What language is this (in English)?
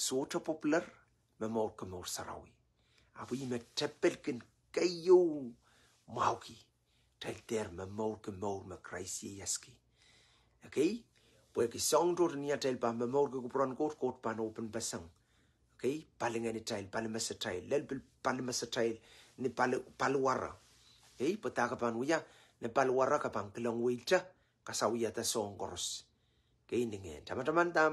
Pohnpeian